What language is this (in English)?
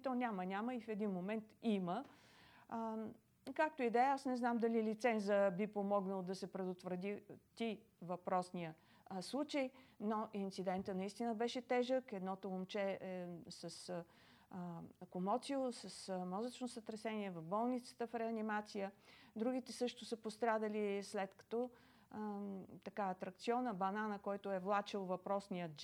Bulgarian